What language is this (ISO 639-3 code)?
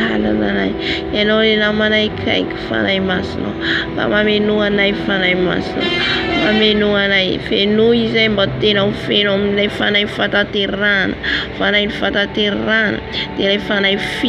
mlg